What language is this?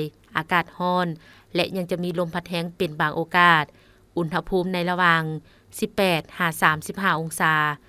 Lao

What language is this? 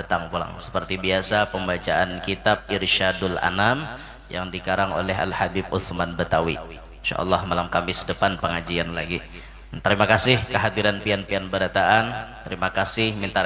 Banjar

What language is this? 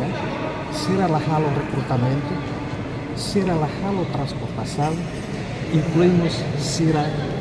Tetum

